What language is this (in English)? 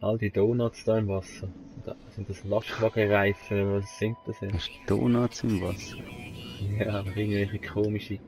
Swiss German